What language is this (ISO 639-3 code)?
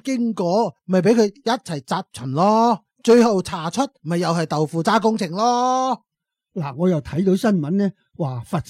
yue